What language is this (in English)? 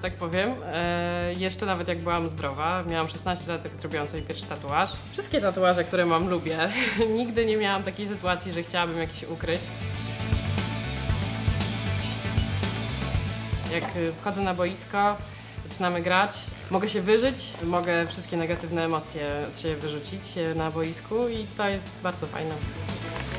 Polish